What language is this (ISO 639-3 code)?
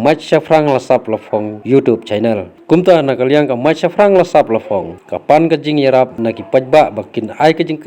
kha